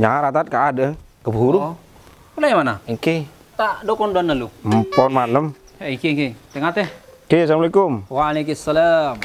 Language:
Madurese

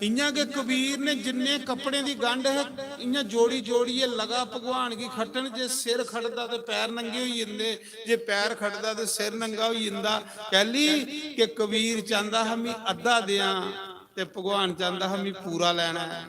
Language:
Dogri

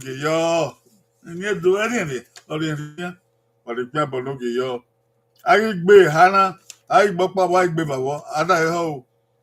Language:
Bini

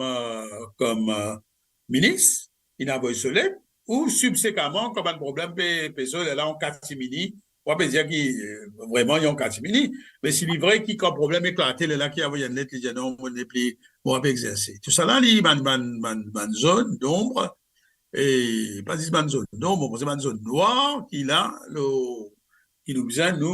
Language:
Morisyen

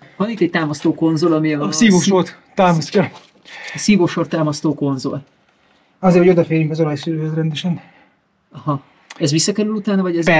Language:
Hungarian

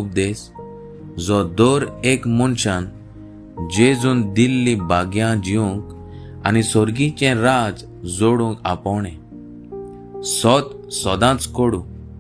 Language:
Konkani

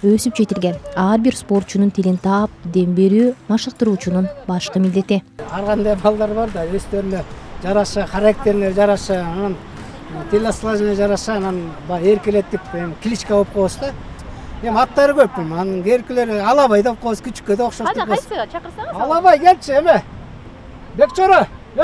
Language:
Kyrgyz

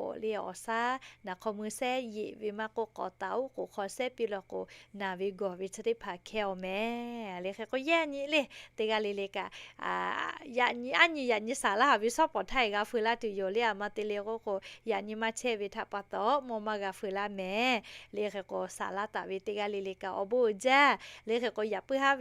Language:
Lahu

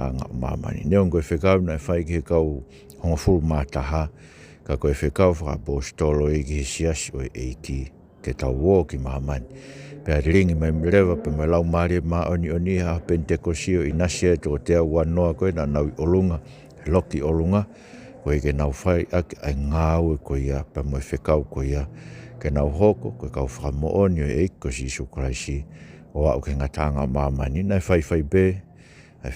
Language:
Tongan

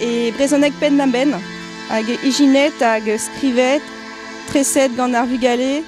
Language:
Breton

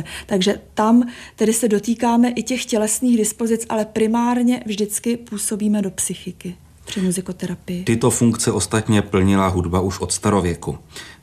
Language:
Czech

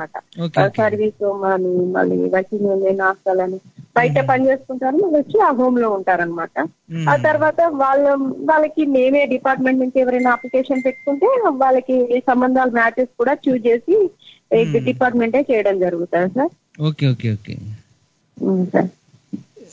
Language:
Telugu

